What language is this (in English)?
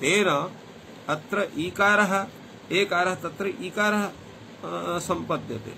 Sanskrit